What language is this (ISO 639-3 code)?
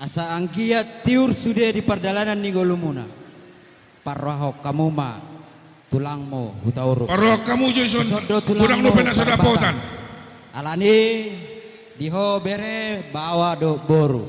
bbc